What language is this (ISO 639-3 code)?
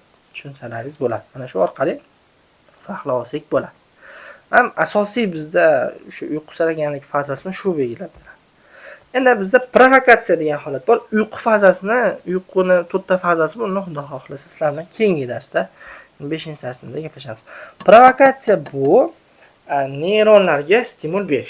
uzb